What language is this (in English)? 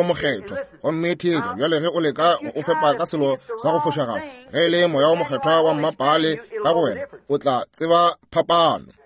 Northern Sotho